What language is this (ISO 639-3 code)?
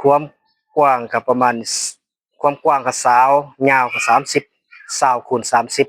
tts